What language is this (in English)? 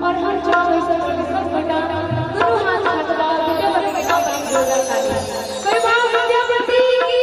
Maithili